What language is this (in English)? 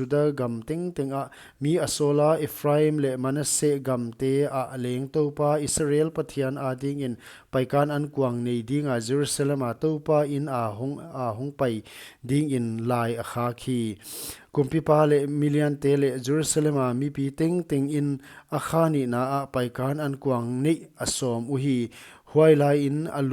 Paite Chin